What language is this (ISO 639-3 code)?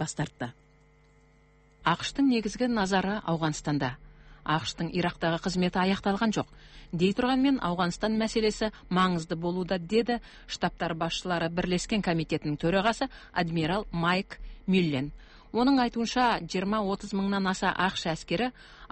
kaz